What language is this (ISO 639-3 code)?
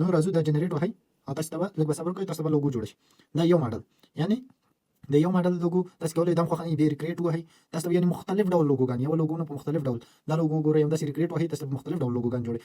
pus